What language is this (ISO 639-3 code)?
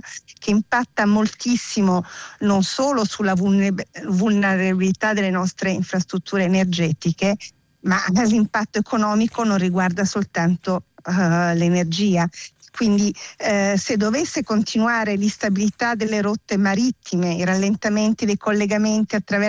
ita